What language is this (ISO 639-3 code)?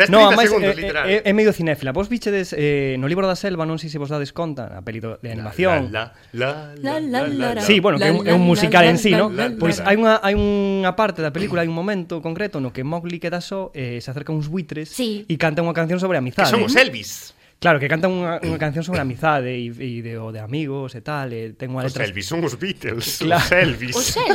glg